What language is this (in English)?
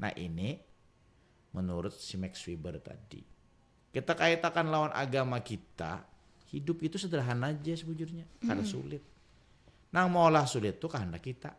Banjar